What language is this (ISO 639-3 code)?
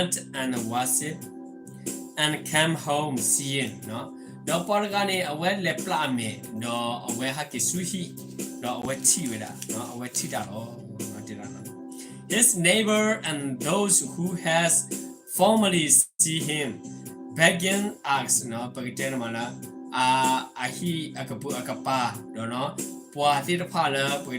ksw